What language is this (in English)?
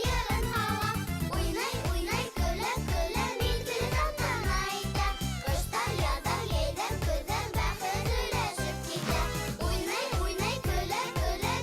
Bashkir